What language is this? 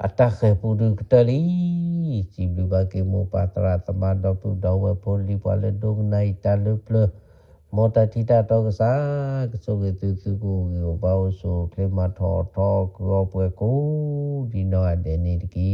S'gaw Karen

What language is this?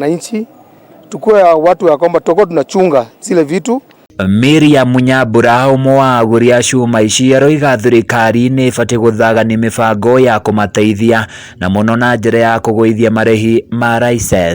Kikuyu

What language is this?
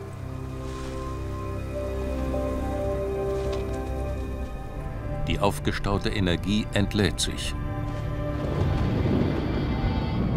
German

